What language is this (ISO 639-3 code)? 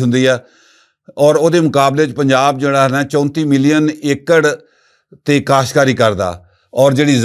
lah